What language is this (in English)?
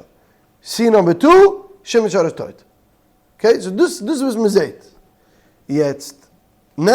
Yiddish